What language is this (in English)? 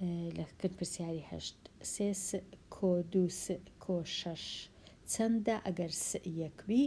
Central Kurdish